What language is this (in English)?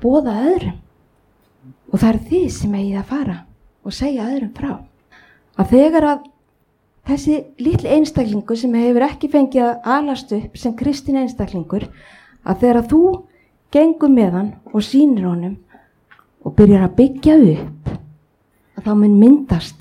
Icelandic